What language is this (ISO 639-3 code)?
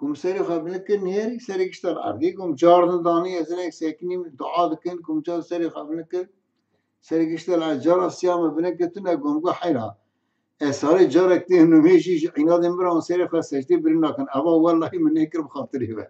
kur